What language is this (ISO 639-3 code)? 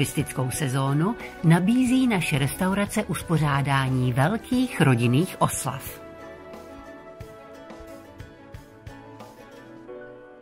ces